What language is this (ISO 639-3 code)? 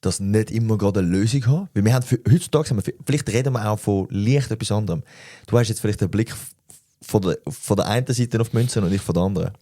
gsw